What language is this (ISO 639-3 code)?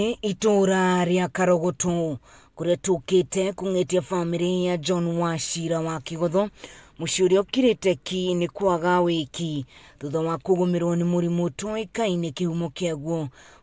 kik